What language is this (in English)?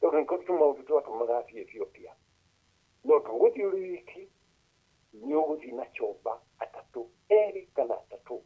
Kikuyu